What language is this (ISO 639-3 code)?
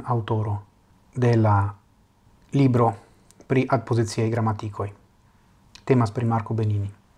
epo